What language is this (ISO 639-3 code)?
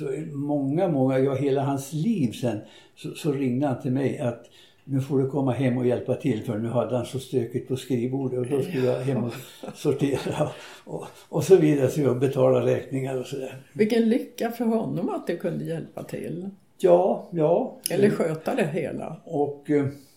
swe